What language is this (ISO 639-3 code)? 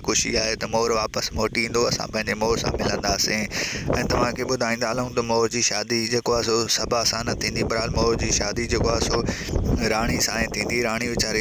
snd